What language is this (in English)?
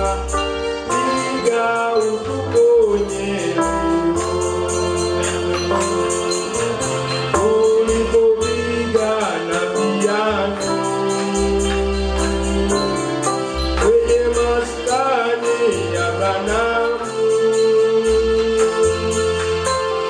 Swahili